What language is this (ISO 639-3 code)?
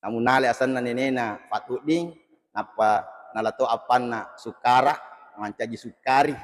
bug